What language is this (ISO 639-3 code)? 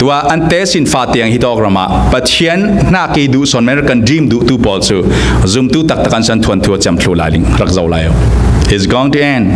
cfm